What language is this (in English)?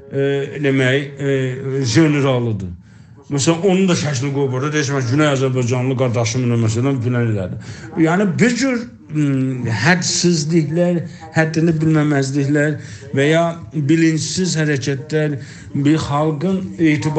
South Azerbaijani